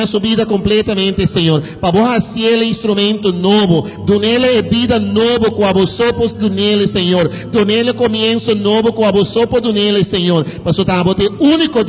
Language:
Papiamento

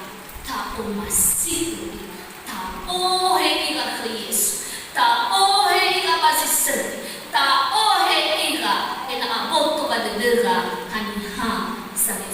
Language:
Nias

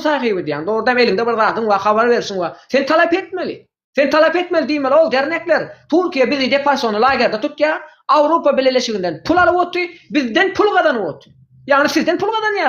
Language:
Turkmen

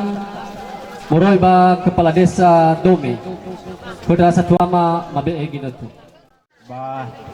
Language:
Nias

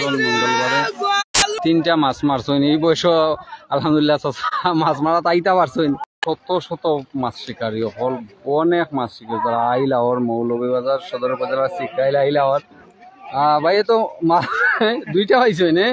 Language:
Sylheti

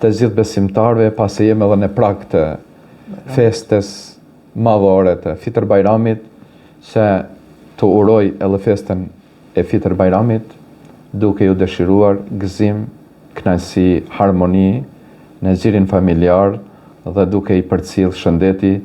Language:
Albanian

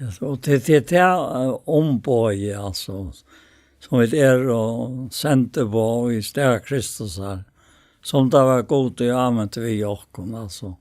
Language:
Faroese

